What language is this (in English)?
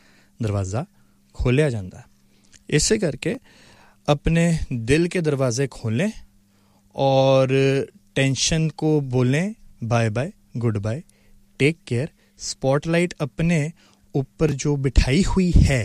Punjabi